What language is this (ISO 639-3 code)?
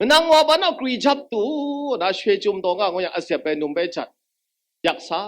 kac